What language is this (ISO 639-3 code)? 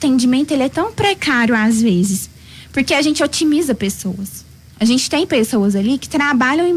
por